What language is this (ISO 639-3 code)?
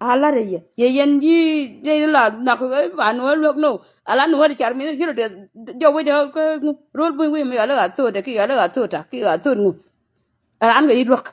nus